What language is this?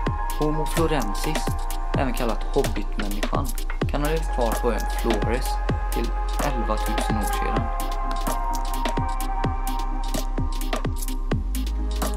Swedish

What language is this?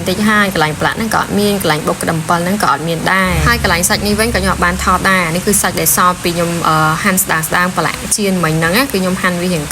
Khmer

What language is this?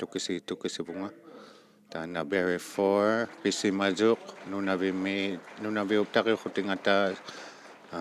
Inuktitut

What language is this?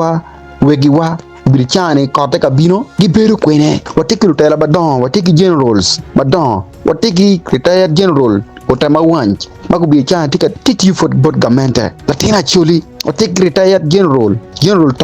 Acoli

